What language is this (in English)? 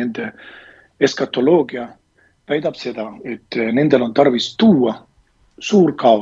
Estonian